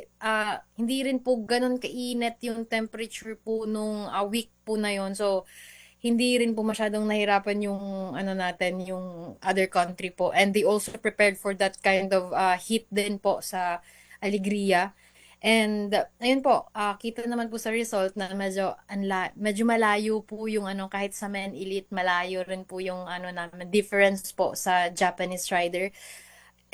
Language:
Filipino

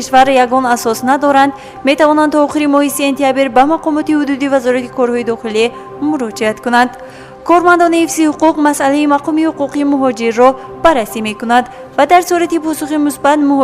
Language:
Tajik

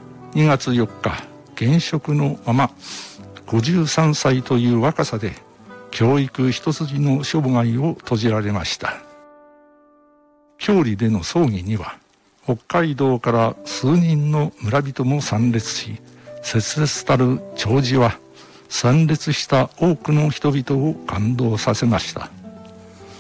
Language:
Japanese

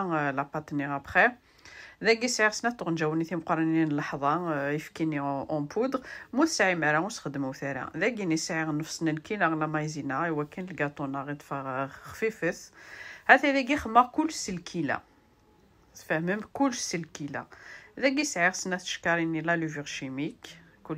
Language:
Kabyle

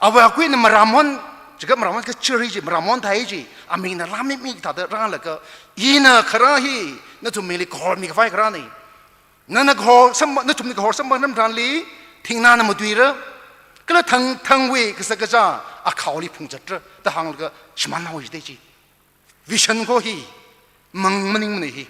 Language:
Tangkhul Naga (India)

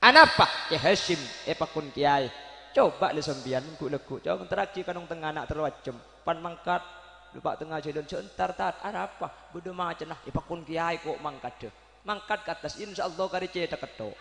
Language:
Madurese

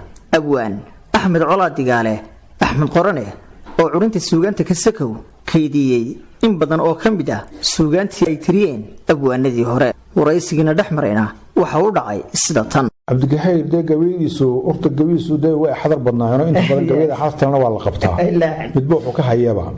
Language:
Somali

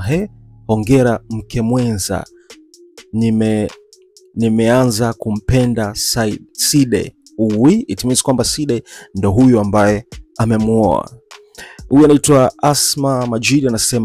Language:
Swahili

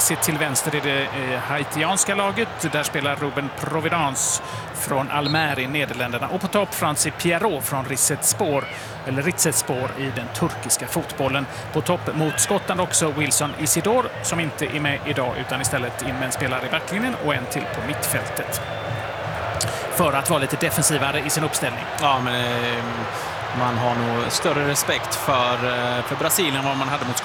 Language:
Swedish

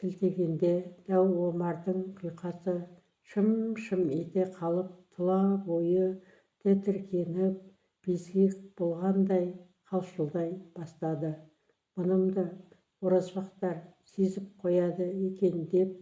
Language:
Kazakh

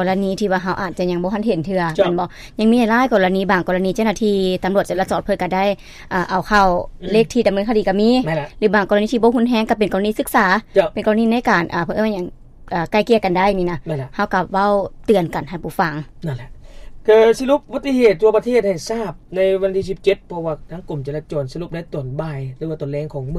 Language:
Lao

